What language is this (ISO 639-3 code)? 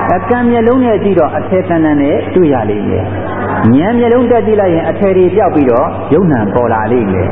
mya